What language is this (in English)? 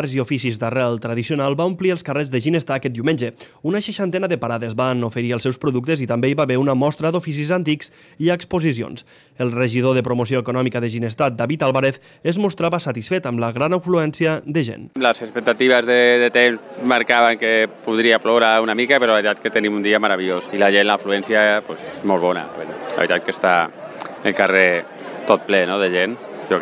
Catalan